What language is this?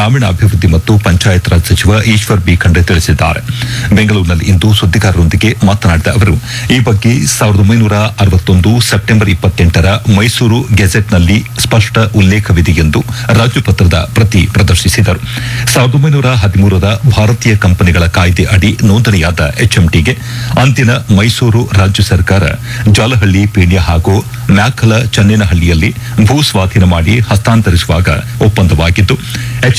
Kannada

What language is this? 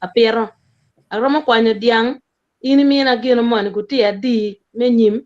Acoli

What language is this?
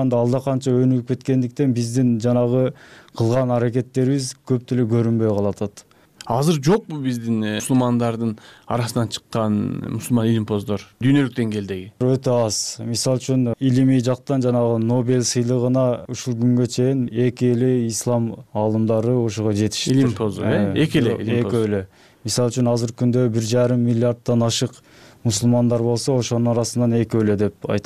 Kyrgyz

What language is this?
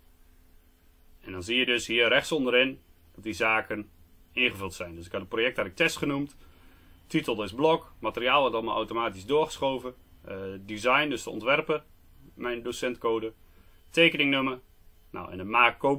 Dutch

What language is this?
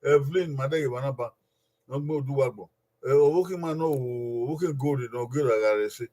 Bini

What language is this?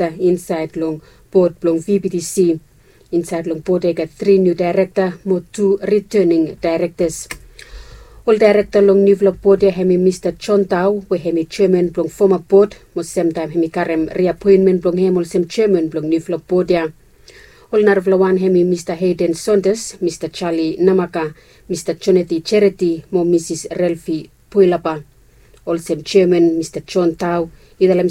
Bislama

